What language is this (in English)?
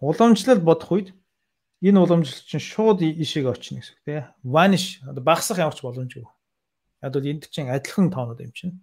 Mongolian